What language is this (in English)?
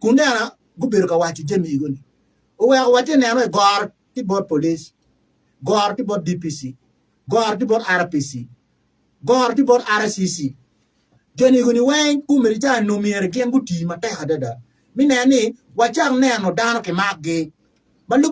Acoli